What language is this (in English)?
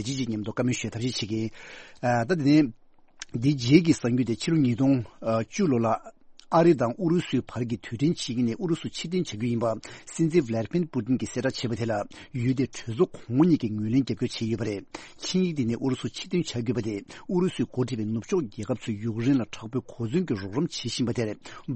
Tibetan